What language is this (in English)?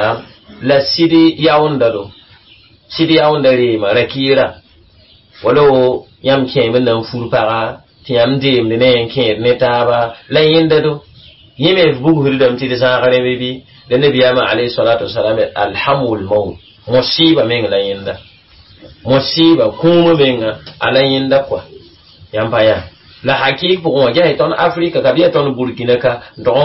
Mossi